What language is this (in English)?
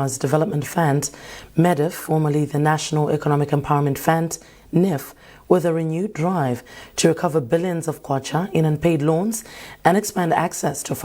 English